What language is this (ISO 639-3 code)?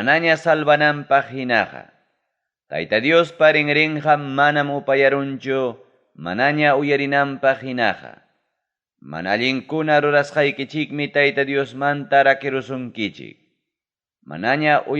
quy